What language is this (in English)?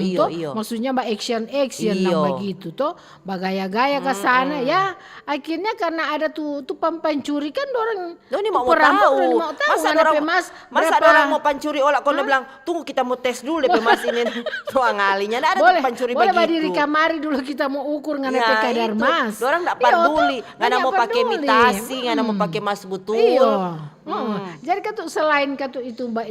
Manado Malay